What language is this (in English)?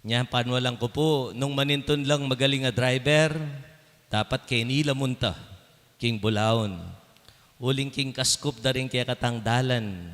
Pampanga